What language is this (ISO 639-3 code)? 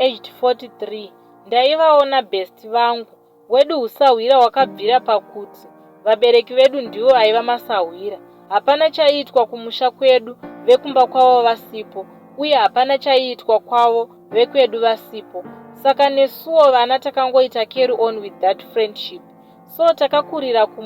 sna